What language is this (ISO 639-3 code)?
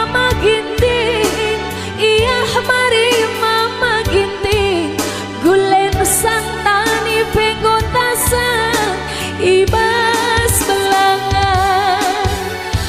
btx